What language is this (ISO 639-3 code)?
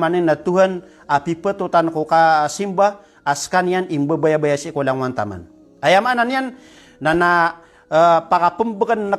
mrw